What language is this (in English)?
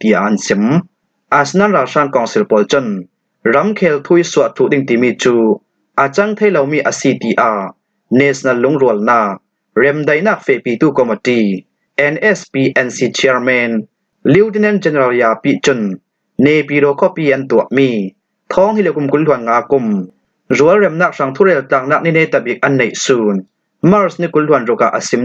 Falam Chin